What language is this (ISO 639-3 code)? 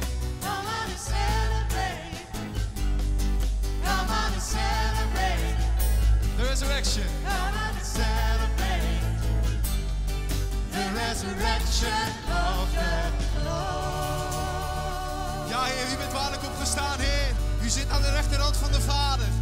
nld